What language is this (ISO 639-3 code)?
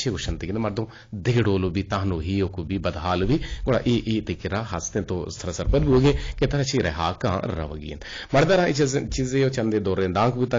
bgp